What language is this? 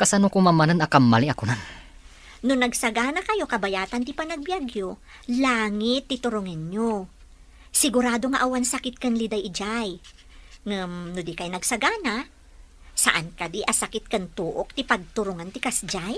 Iloko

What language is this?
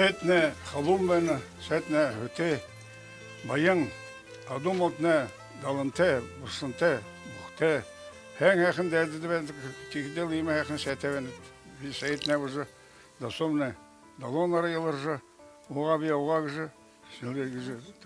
Buriat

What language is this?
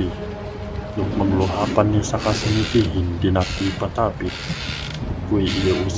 Yakan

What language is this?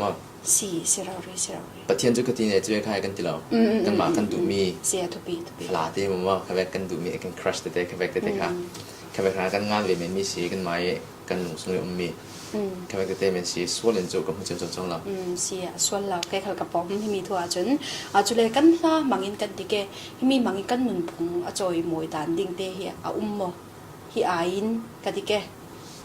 Falam Chin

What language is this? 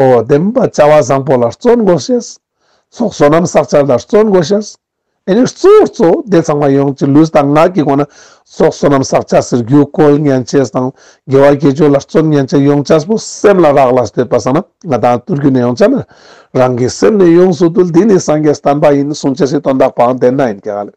Ladakhi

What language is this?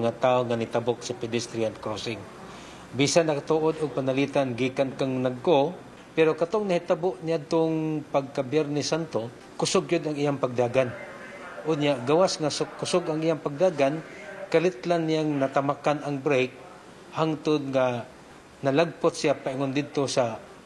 Cebuano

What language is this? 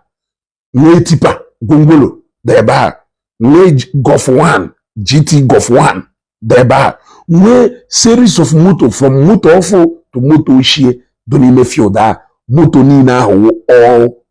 Igbo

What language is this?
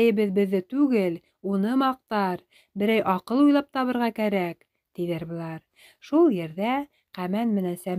Bashkir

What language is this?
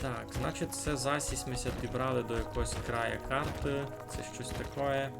Rusyn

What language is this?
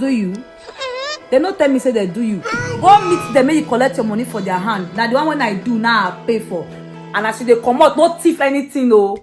Nigerian Pidgin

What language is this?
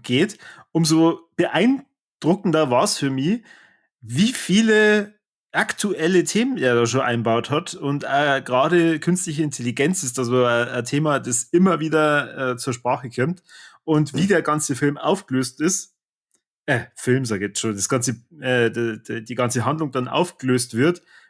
Bavarian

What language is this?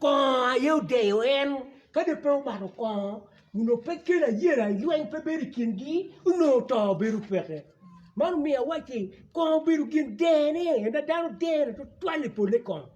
Acoli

